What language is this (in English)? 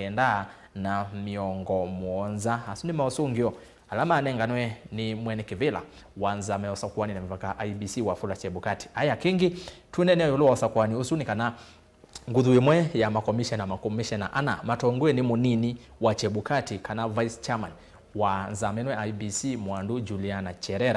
Kamba